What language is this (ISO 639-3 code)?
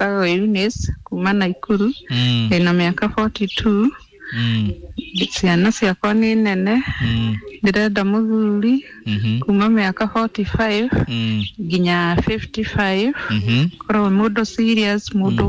kik